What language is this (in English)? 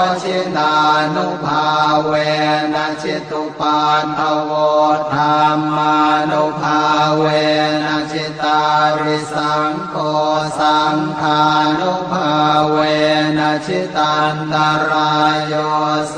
Pali